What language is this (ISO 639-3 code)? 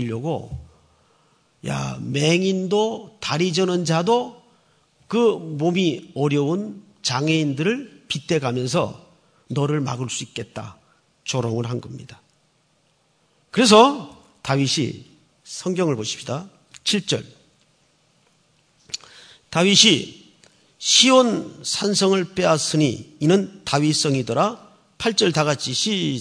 kor